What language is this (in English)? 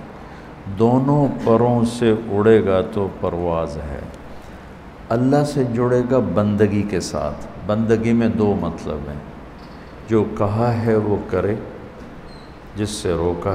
Urdu